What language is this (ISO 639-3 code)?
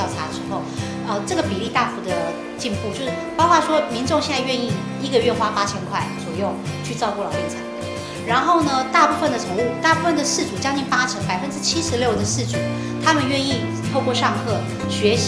zho